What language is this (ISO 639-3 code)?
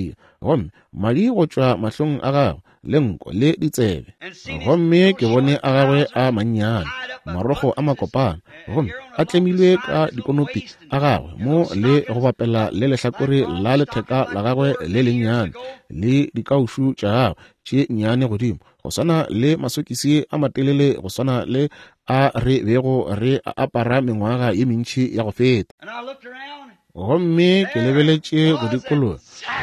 nso